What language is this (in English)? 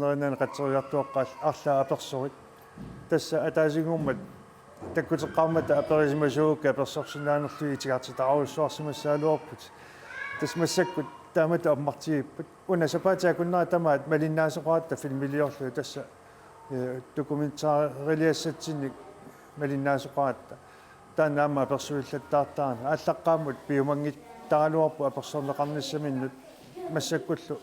Kalaallisut